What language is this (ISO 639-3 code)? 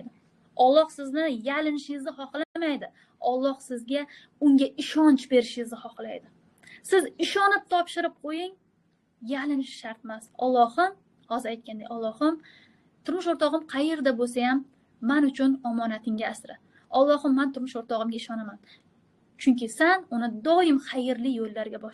uzb